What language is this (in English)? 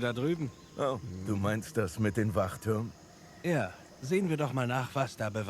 Swiss German